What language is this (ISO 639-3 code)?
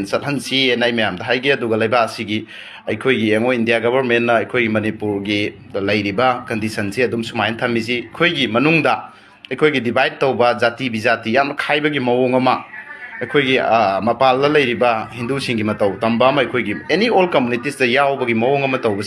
mni